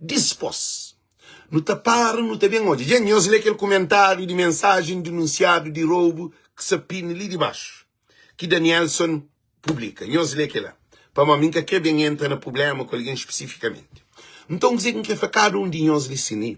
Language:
Kabuverdianu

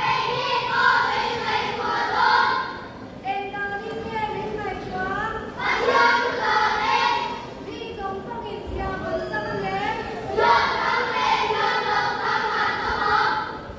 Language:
Mizo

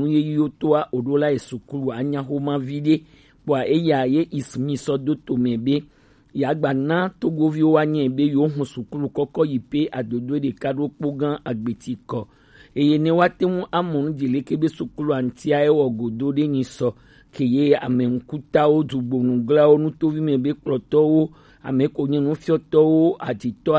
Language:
Gen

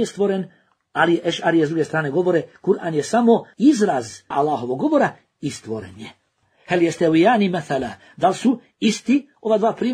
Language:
Bosnian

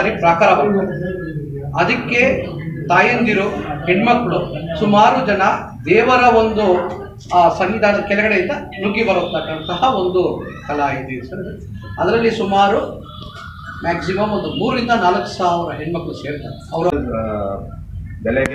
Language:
Kannada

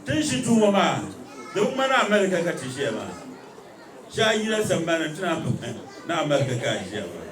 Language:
Dagbani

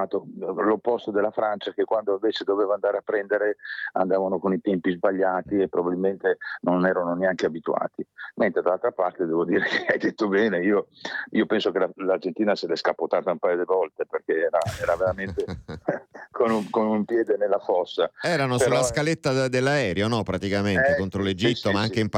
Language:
Italian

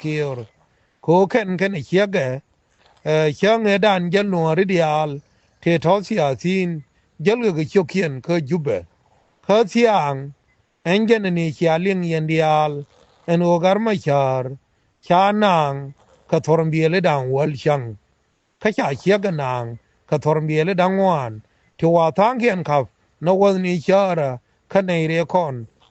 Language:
Nuer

